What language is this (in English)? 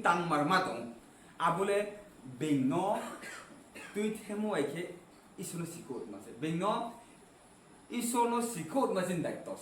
Riang (India)